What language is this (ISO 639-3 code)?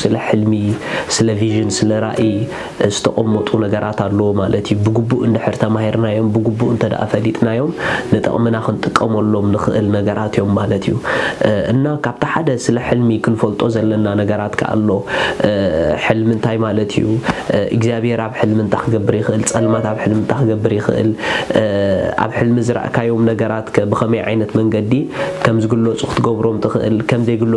tir